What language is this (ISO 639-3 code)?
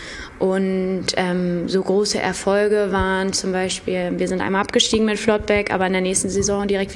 deu